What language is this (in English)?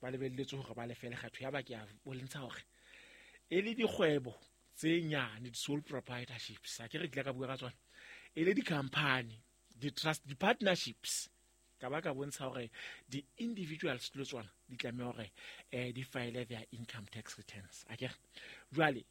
Southern Sotho